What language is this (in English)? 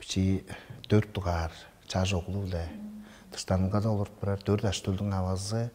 Tuvinian